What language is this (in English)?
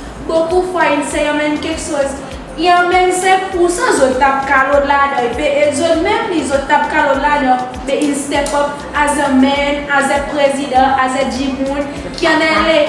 Seselwa Creole French